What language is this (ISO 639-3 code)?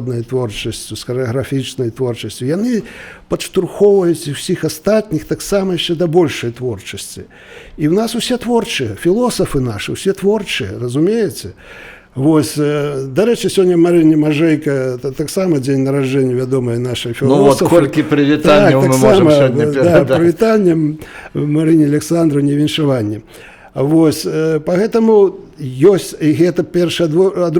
bel